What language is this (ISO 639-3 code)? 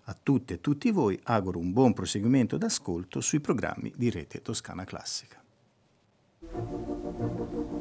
ita